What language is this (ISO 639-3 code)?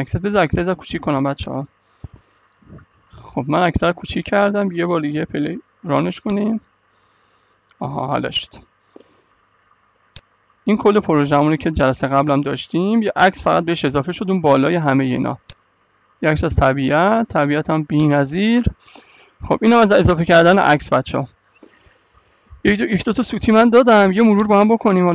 fas